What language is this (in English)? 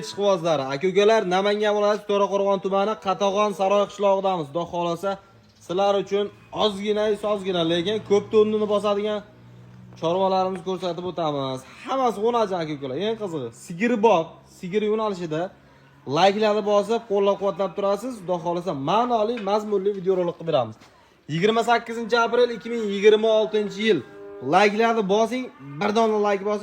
Uzbek